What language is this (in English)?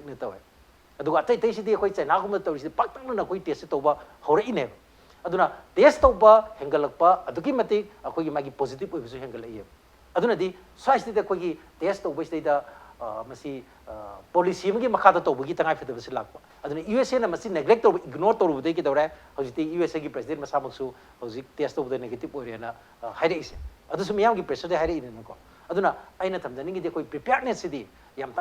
Manipuri